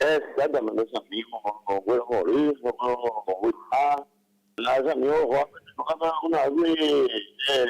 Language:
Guarani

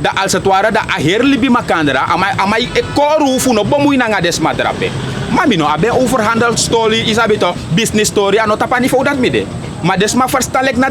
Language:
Sranan Tongo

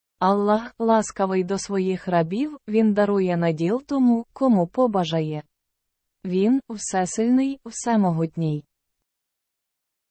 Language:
Ukrainian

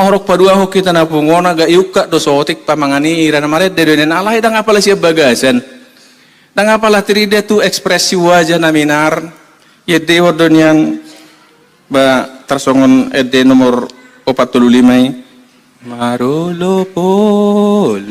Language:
Batak Toba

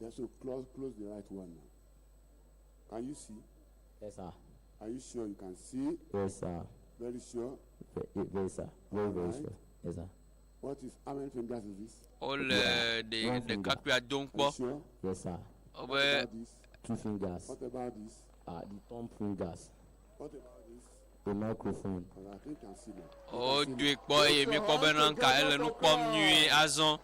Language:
Ewe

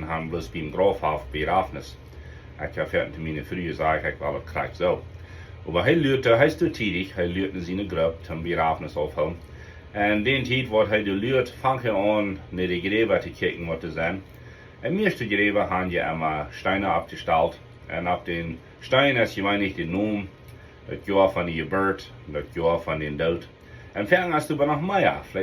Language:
Plautdietsch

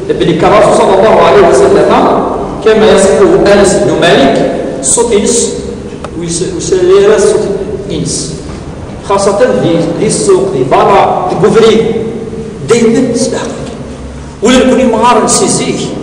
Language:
Kabyle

